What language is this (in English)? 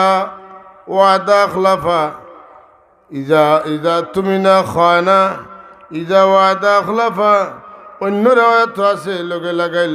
Sylheti